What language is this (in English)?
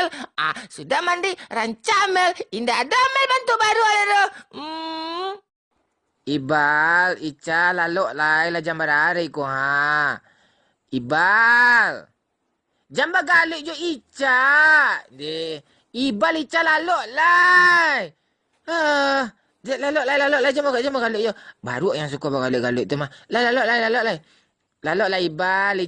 Minangkabau